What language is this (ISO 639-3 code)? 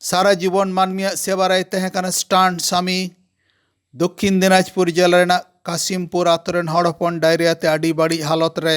sat